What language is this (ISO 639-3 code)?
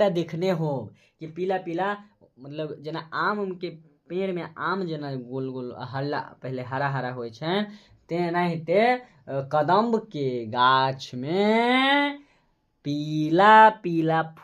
mai